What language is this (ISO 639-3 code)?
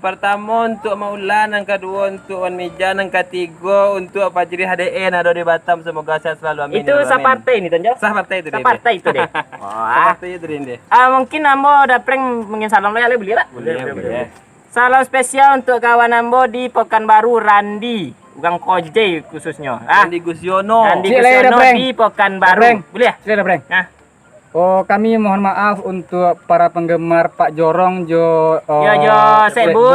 min